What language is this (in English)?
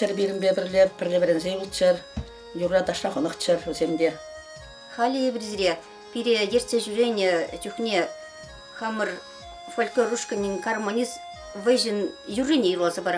Chuvash